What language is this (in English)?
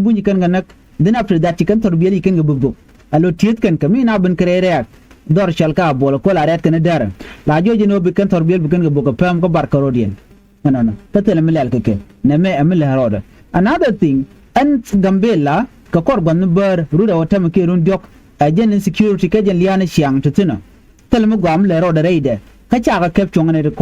Nuer